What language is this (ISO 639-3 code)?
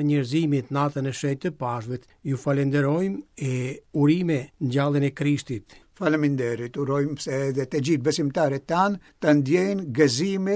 sqi